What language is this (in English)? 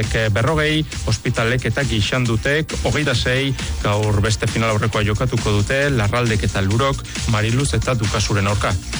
Basque